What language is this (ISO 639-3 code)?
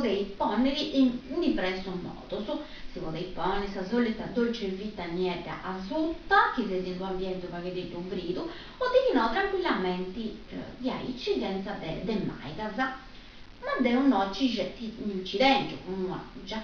srd